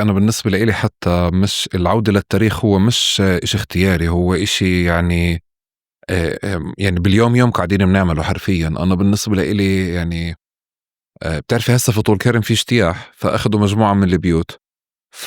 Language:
North Levantine Arabic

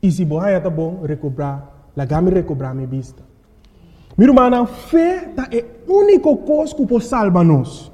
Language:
Papiamento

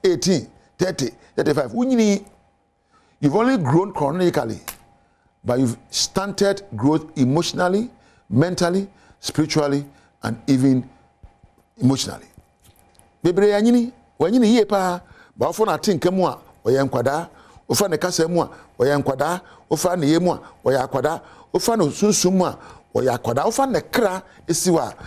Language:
Akan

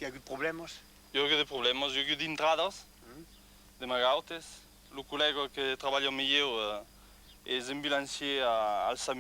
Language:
Occitan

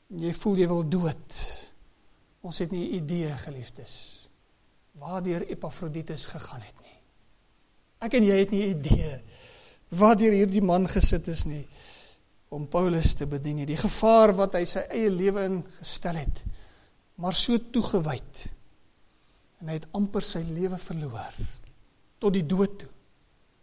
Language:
Afrikaans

